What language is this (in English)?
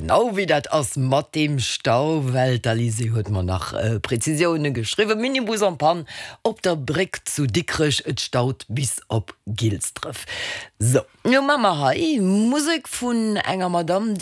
Luxembourgish